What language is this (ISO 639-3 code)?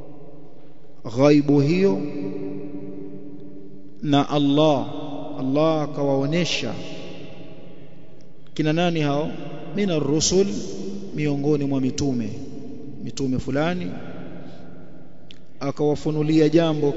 swa